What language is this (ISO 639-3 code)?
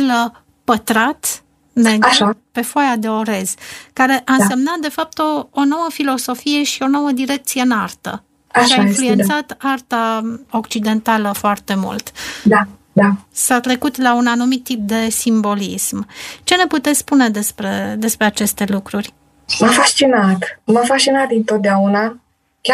ron